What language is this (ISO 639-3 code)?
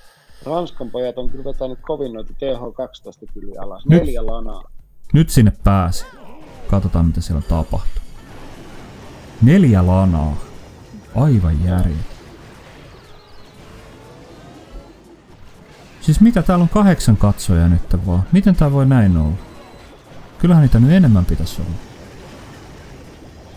fin